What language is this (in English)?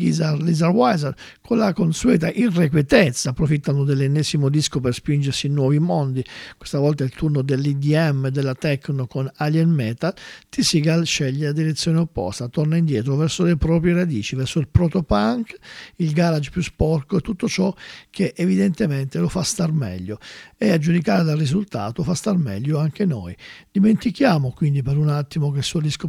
Italian